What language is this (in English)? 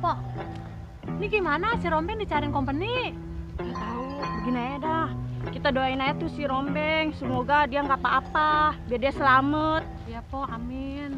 Betawi